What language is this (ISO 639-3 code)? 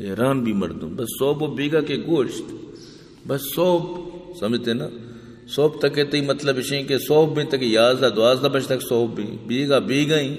bgp